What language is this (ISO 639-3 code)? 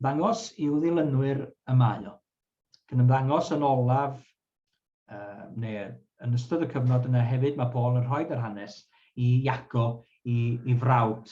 cym